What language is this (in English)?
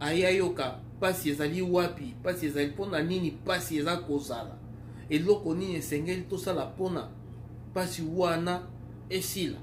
Lingala